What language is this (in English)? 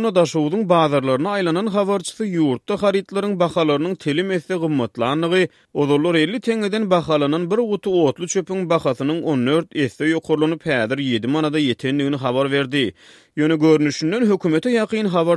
Turkmen